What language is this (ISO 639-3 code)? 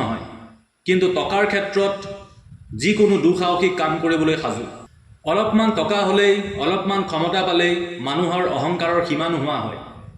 asm